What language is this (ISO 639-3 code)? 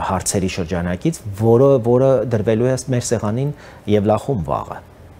hye